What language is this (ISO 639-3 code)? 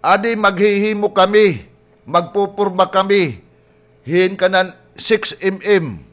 war